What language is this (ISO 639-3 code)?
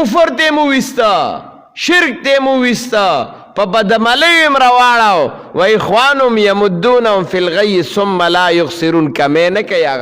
pus